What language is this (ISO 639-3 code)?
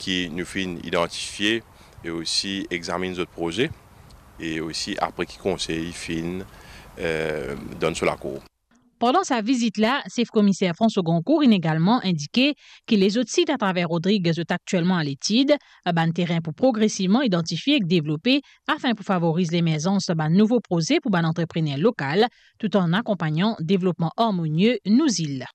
mfe